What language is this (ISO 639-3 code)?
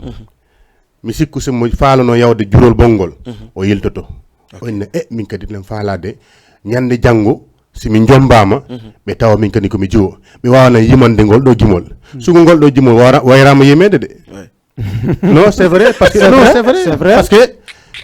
ful